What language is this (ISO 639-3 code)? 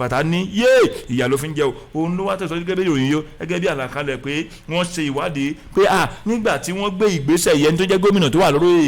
yor